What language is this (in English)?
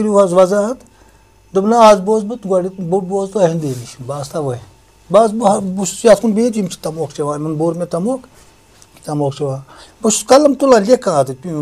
Kashmiri